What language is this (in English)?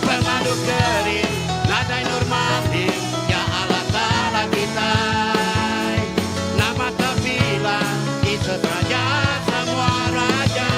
Iban